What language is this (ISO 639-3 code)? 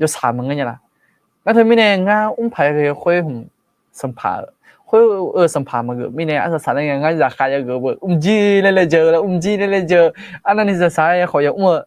ahk